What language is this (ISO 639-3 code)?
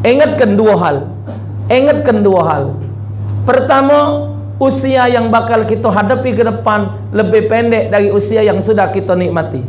mui